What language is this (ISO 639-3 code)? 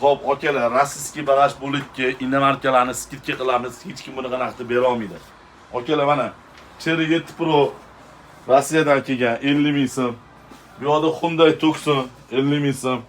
uzb